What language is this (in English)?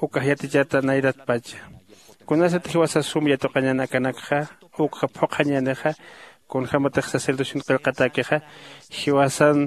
Aymara